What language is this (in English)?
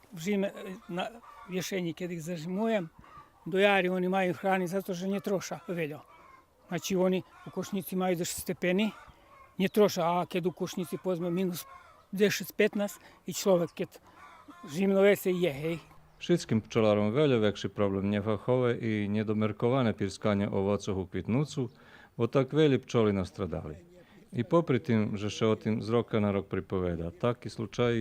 Rusyn